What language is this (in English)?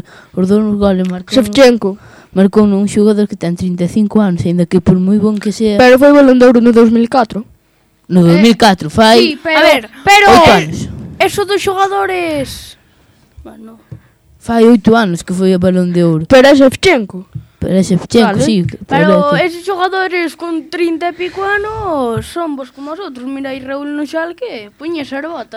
Galician